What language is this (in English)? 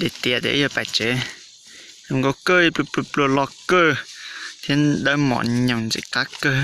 Hmong